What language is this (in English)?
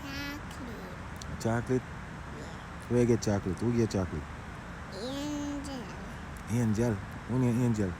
Jamaican Creole English